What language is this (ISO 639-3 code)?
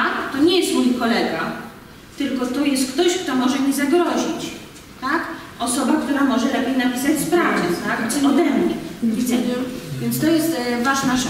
pol